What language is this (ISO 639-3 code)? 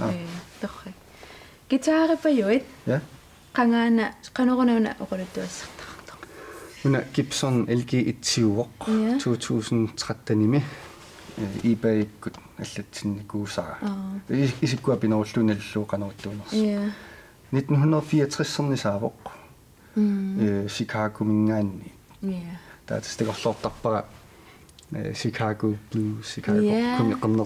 kal